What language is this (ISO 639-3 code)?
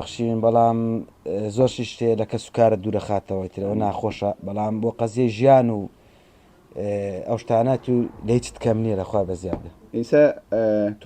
ckb